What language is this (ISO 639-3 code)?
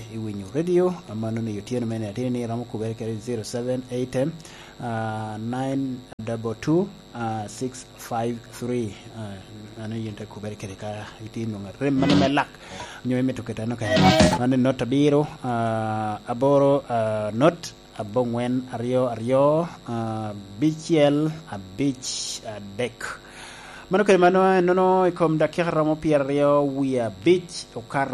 laj